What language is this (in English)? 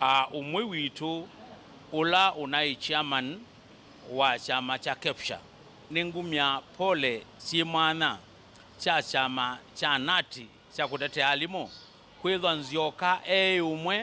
Kamba